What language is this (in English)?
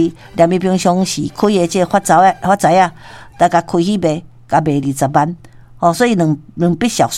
Min Nan Chinese